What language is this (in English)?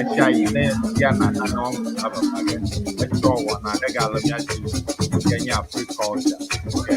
Ewe